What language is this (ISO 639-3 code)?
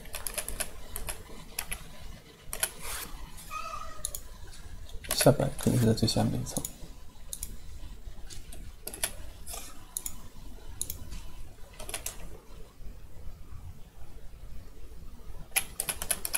zho